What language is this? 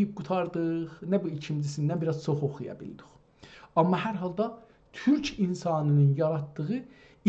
South Azerbaijani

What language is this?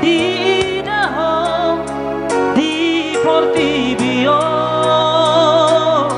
Batak Toba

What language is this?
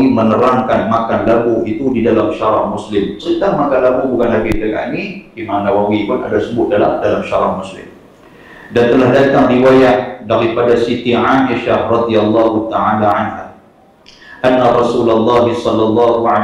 Malay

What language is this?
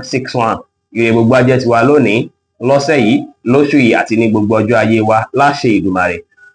Yoruba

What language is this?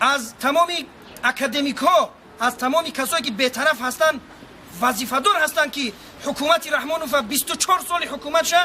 Tajik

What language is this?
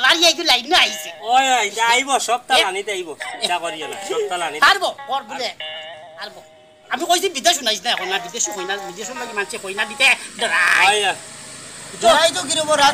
Sylheti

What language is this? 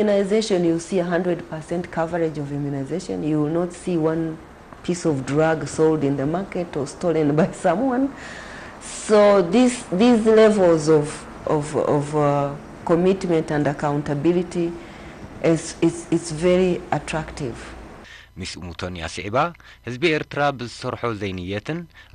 Tigrinya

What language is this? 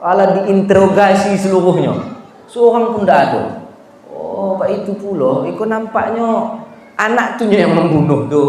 Minangkabau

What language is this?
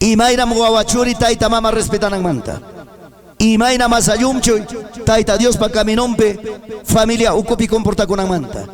Ayacucho Quechua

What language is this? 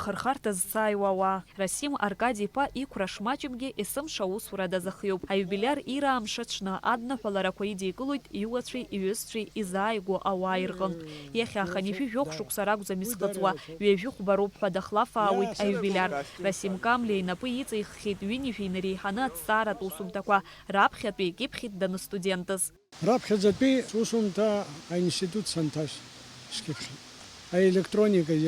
Abkhazian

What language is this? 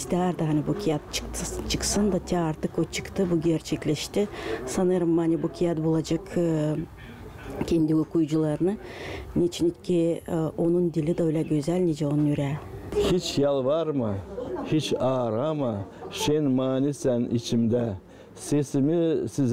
Gagauz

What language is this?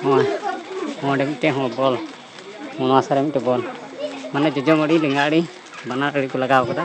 Santali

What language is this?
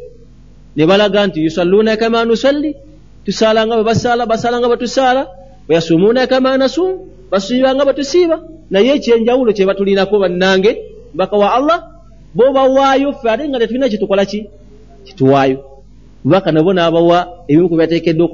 Ganda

